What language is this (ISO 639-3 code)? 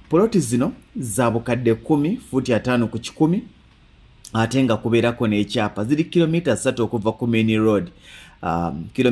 lug